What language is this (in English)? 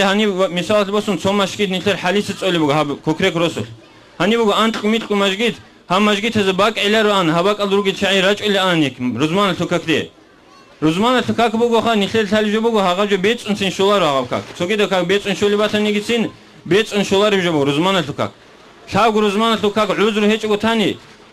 Avaric